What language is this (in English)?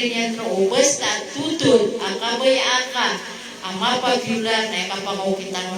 Maranao